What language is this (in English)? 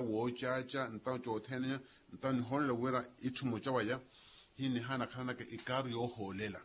Makhuwa